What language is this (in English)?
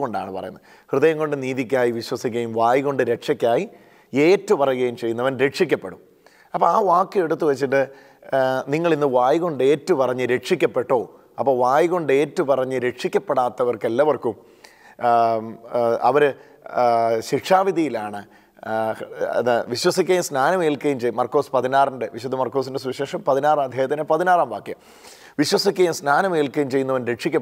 Malayalam